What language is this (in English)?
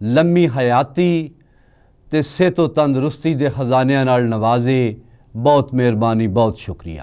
Western Panjabi